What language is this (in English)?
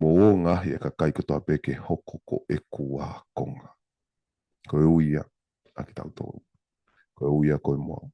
Tongan